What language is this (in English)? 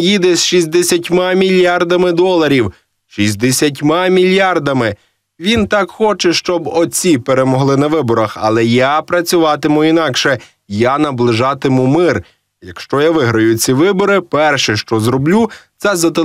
Ukrainian